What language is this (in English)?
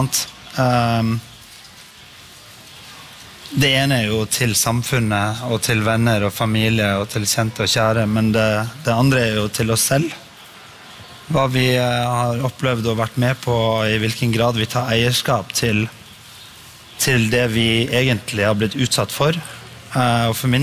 Norwegian